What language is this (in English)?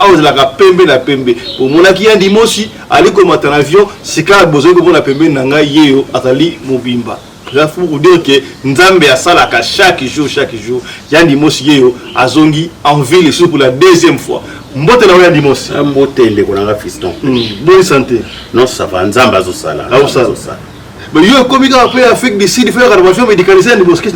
Lingala